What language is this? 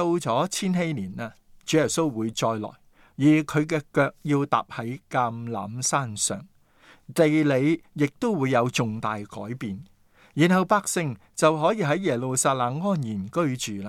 Cantonese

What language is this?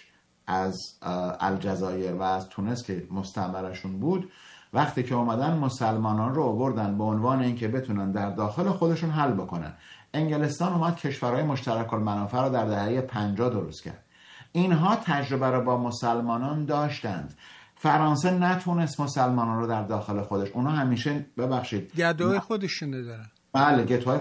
Persian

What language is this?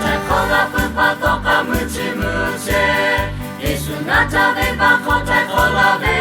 Lahu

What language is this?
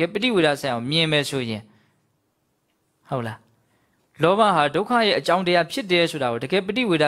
Burmese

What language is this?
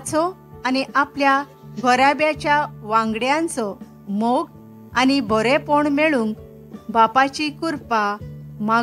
Konkani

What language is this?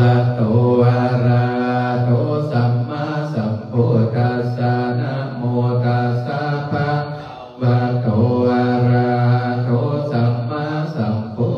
Pali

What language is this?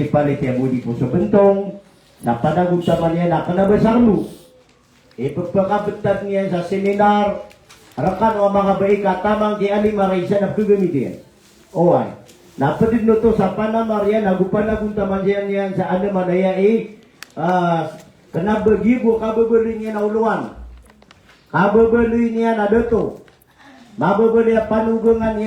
Maranao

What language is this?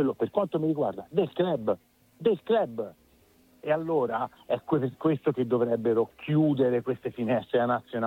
Italian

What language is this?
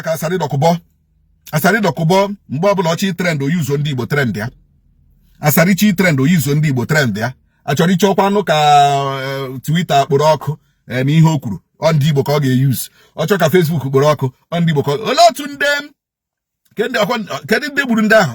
Igbo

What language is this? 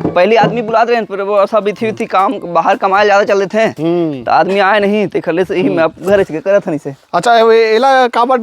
Chhattisgarhi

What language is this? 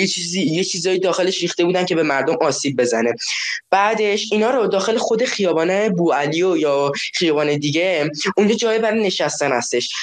Persian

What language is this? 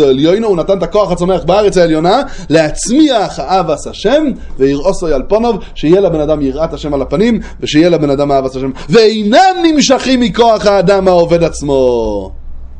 Hebrew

